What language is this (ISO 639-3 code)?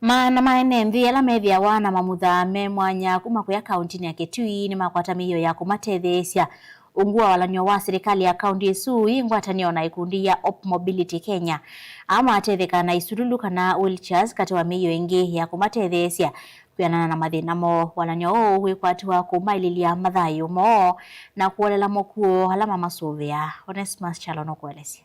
kam